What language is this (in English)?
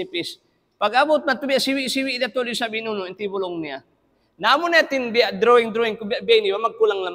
Tausug